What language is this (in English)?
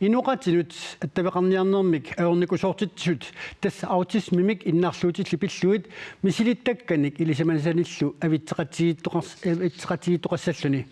Kalaallisut